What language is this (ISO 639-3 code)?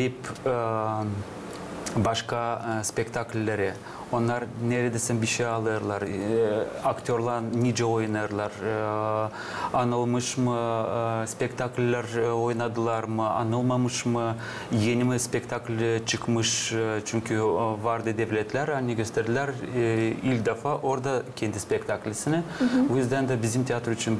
gag